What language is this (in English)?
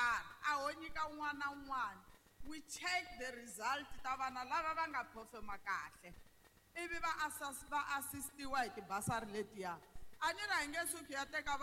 Tsonga